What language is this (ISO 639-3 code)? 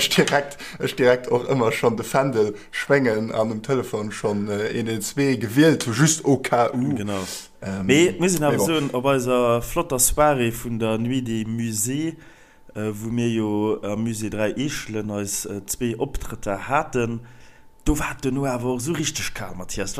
ltz